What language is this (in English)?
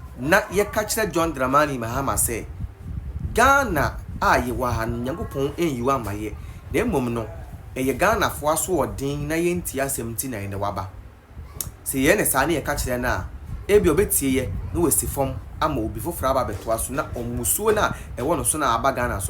Akan